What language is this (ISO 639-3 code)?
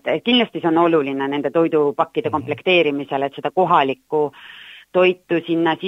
est